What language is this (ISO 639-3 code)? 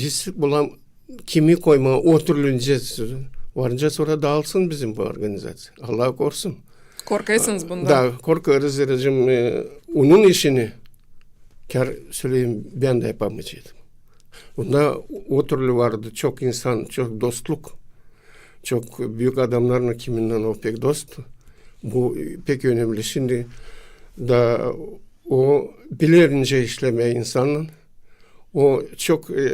gag